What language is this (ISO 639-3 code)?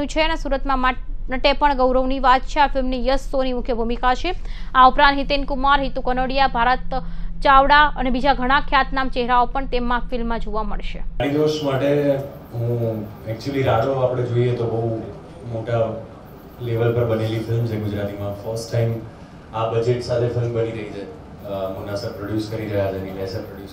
guj